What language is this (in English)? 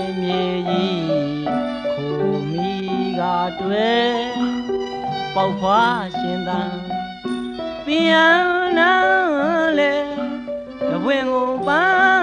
Burmese